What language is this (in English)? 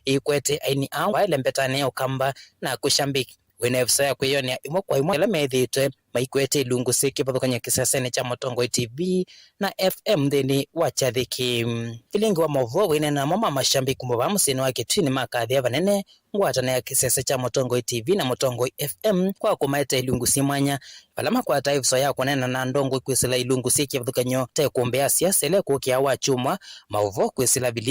Kamba